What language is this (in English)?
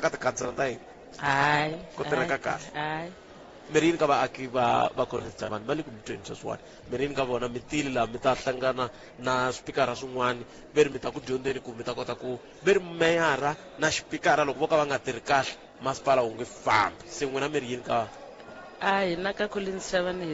Tsonga